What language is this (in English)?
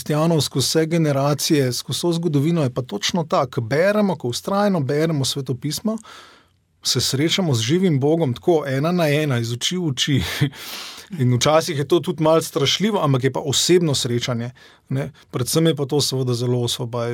Slovenian